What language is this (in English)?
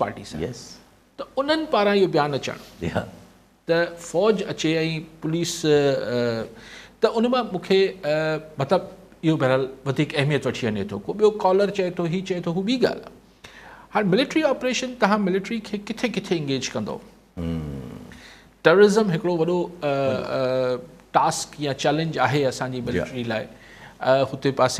Sindhi